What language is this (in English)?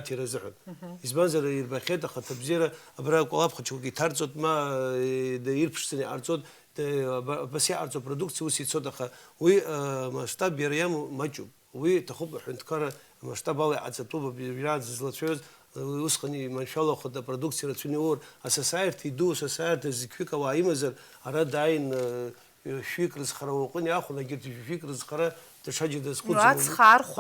Abkhazian